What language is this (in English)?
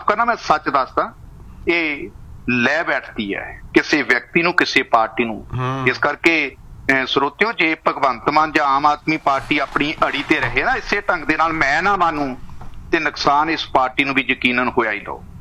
Punjabi